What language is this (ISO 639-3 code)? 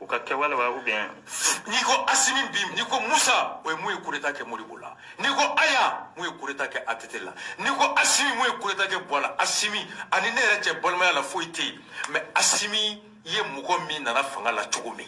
bam